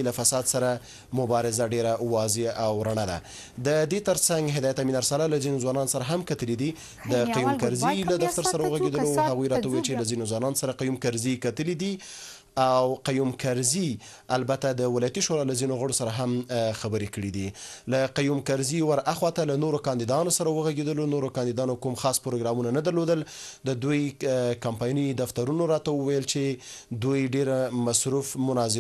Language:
Pashto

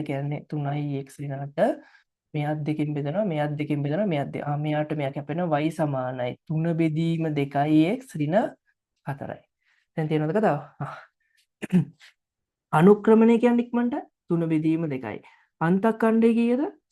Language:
Sinhala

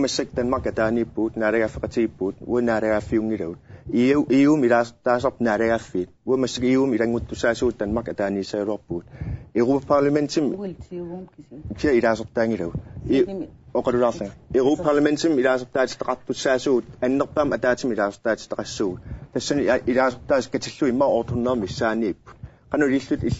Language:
Kalaallisut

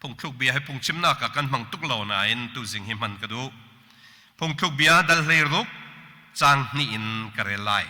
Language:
Hakha Chin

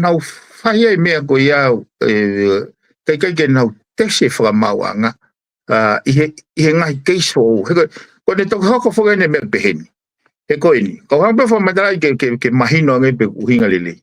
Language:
Tongan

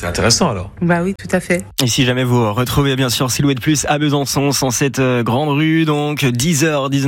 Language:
French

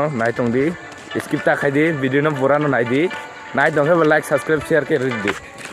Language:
Kok Borok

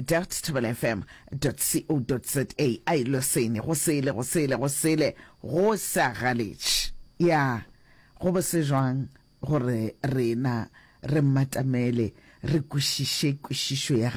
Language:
Northern Sotho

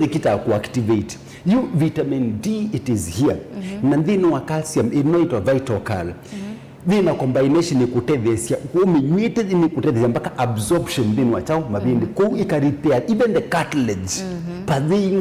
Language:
Kamba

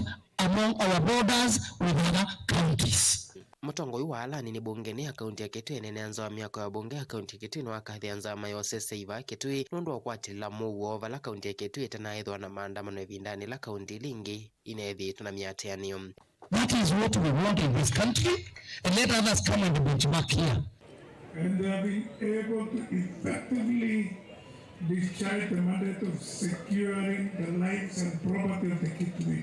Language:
Kamba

